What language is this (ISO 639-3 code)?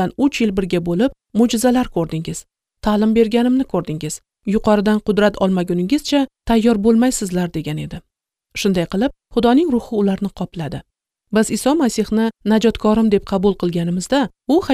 uzb